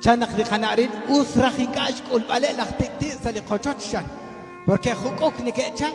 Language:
Kekchí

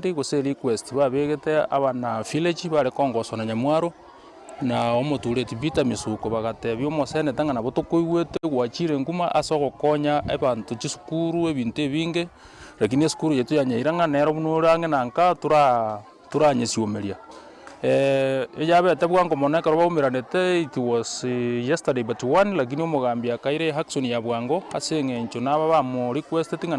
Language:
Gusii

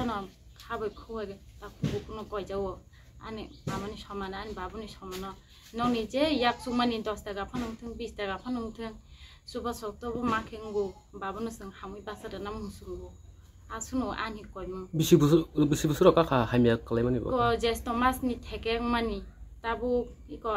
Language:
Kok Borok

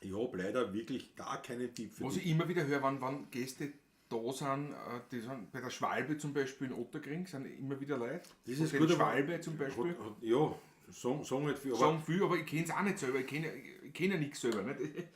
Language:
Bavarian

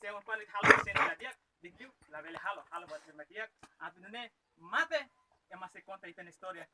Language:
Tetum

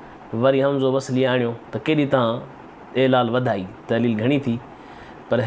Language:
Sindhi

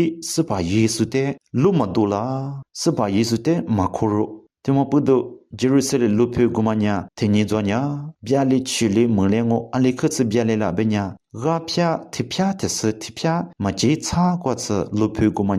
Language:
Lisu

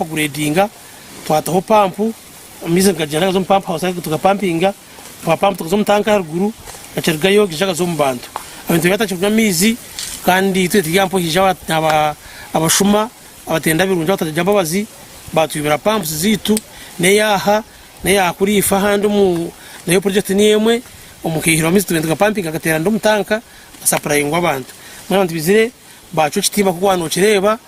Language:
Nyankole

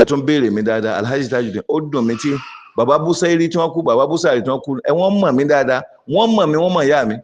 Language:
Yoruba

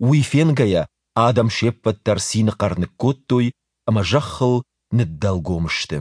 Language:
Ossetic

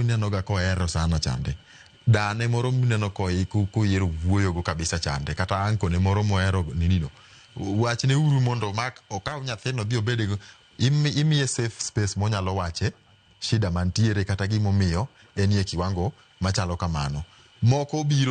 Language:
Luo (Kenya and Tanzania)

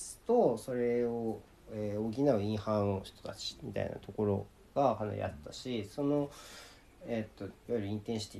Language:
Japanese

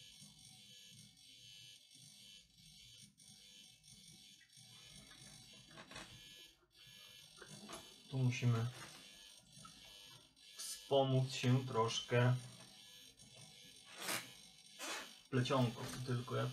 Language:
Polish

